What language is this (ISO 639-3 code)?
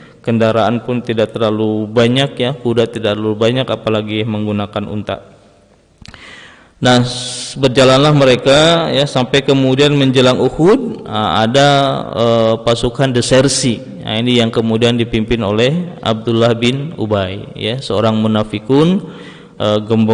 ind